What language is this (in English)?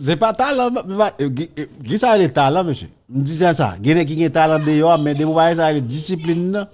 Haitian Creole